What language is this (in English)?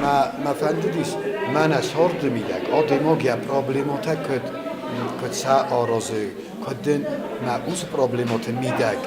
Ossetic